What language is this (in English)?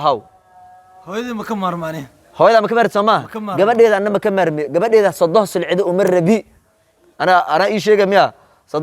Somali